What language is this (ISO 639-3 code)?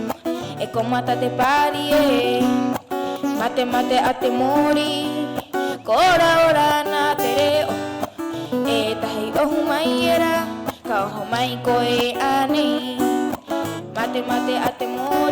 rap